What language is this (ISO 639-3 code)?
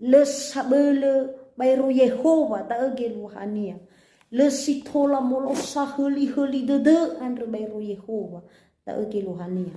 nia